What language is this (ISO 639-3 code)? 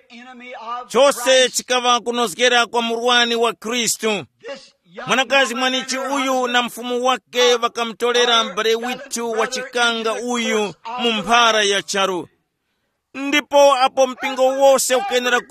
tum